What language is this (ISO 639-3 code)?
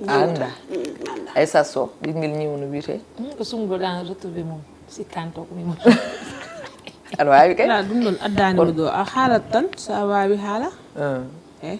ful